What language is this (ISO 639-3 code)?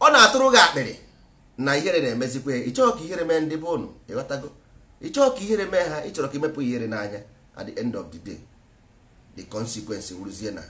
ibo